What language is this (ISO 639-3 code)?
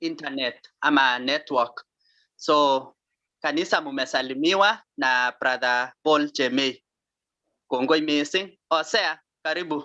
kln